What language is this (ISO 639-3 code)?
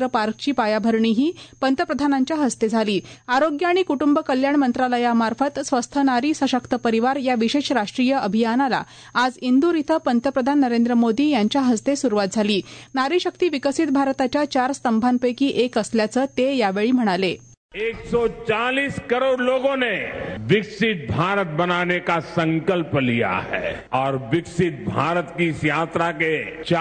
mar